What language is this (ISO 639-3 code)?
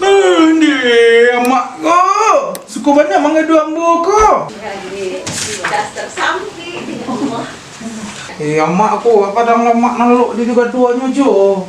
min